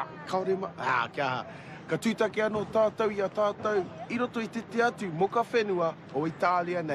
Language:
Māori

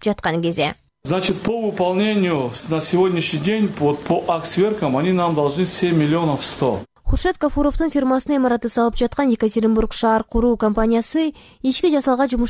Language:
Kyrgyz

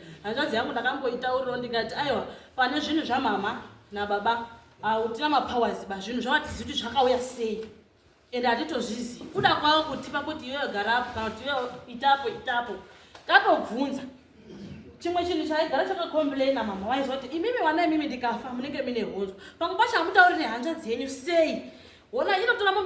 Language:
Shona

